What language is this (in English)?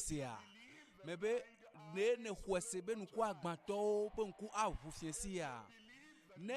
Ewe